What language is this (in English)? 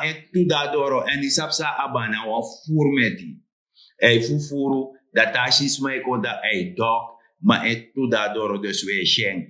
Sranan Tongo